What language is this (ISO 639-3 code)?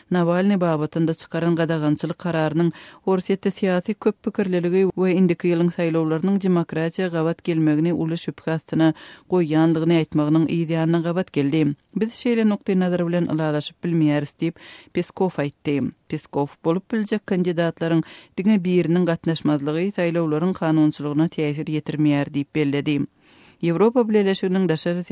tuk